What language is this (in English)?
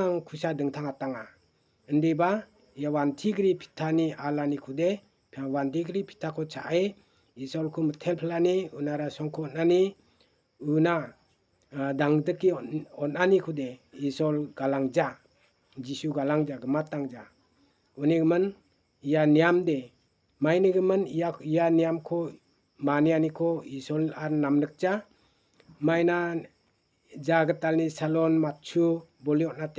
Garo